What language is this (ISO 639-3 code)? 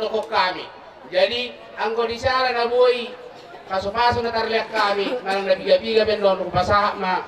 bbc